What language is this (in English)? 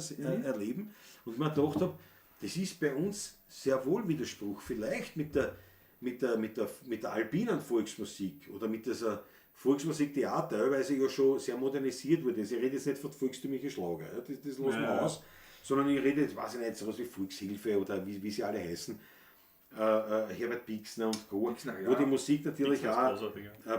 Bavarian